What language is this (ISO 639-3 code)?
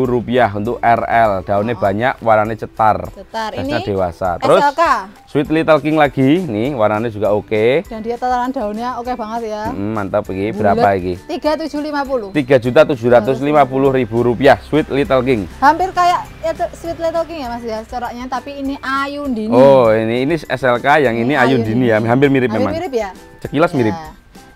ind